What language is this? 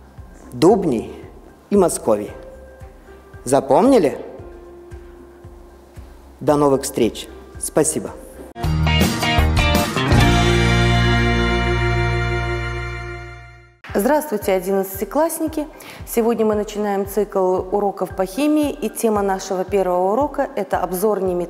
Russian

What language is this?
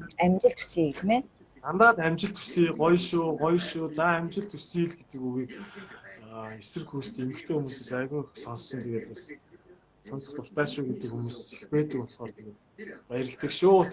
Mongolian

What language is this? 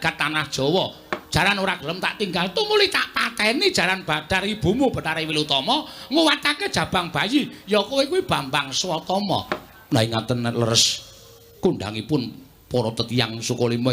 Javanese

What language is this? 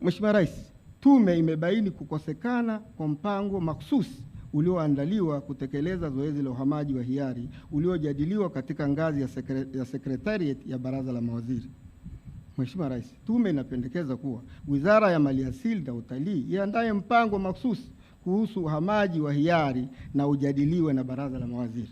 Swahili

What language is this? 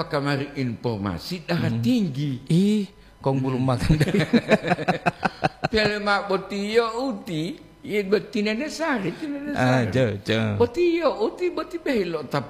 Gorontalo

